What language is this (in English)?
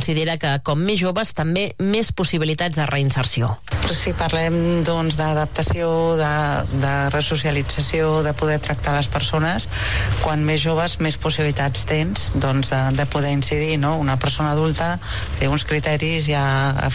Catalan